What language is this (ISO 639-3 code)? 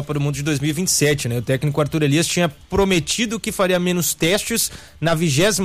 por